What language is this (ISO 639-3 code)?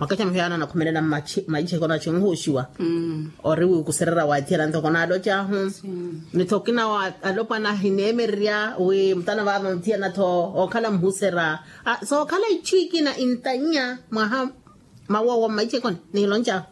vmw